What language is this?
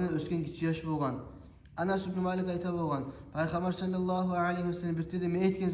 Kumyk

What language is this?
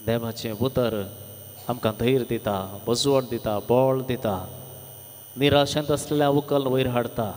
Konkani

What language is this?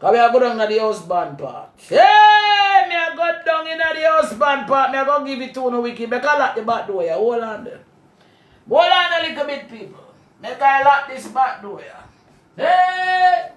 Jamaican Creole English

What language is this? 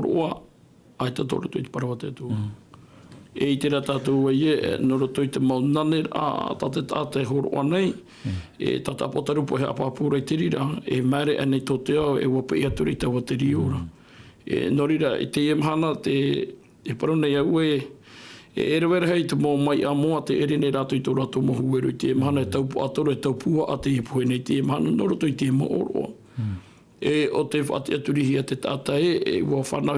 Tahitian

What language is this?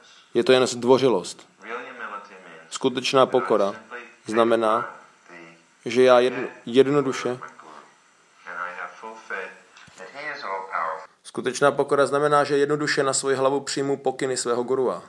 Czech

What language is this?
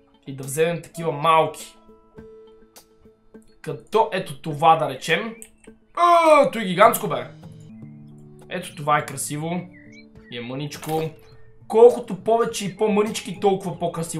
Bulgarian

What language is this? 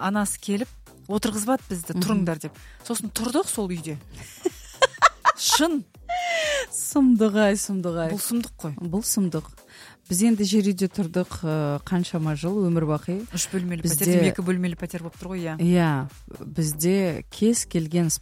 Kazakh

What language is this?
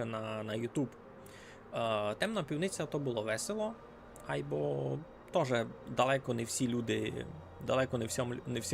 Rusyn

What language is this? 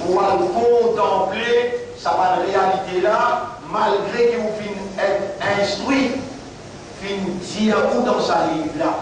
Morisyen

